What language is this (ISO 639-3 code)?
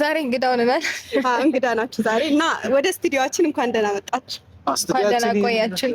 amh